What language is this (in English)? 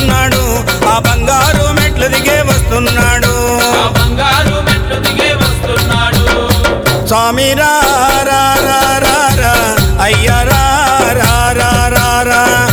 Telugu